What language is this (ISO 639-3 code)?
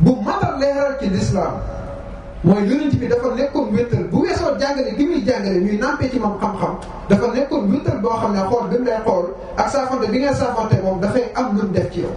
wol